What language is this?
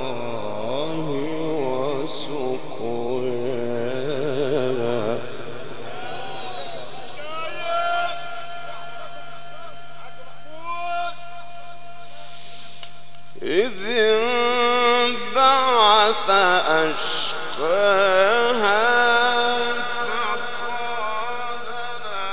Arabic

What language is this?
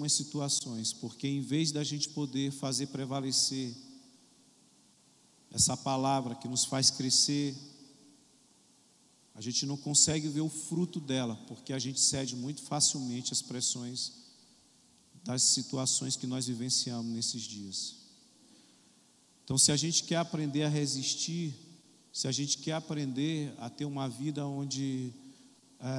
Portuguese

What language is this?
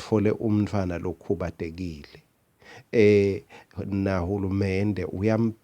Swati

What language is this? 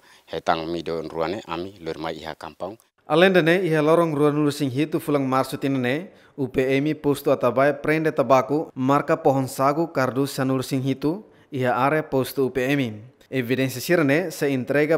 Tetum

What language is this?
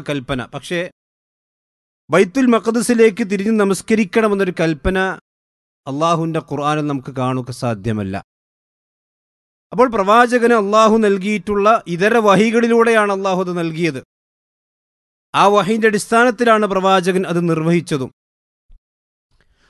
Malayalam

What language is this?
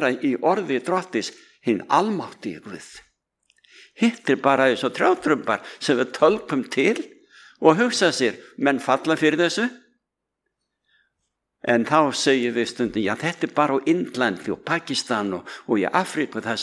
Icelandic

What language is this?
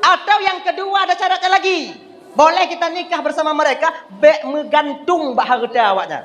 Achinese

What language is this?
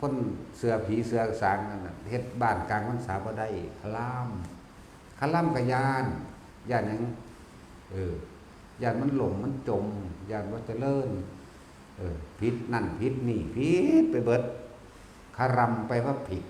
Northeastern Thai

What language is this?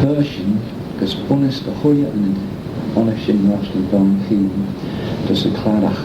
Manx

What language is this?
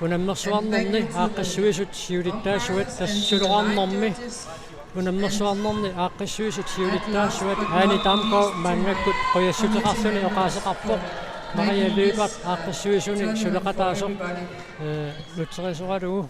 Kalaallisut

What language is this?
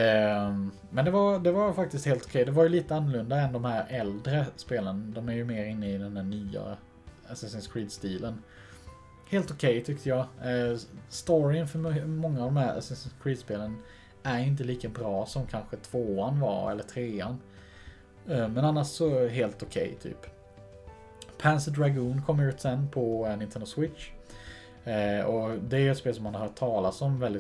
Swedish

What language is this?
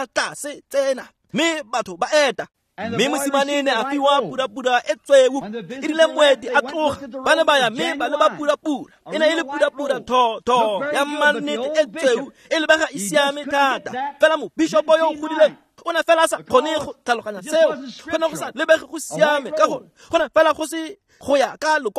Tswana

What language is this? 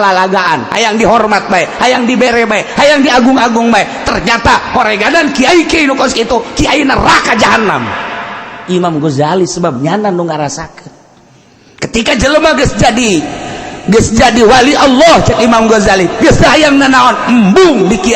Sundanese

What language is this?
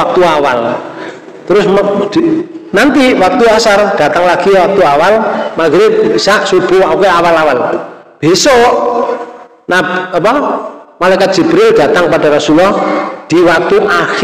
Indonesian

